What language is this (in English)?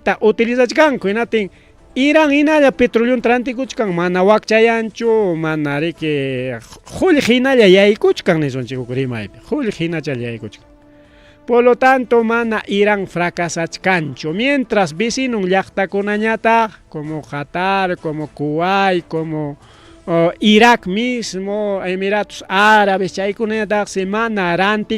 Ayacucho Quechua